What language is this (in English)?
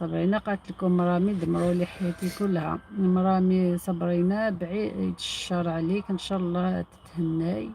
Algerian Arabic